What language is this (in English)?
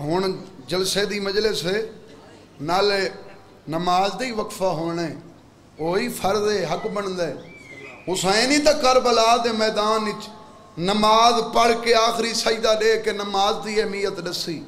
Saraiki